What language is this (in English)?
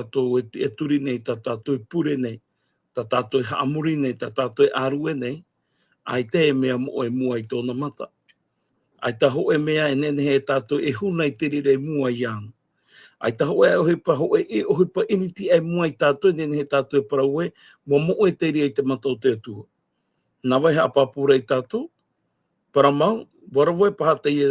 Tahitian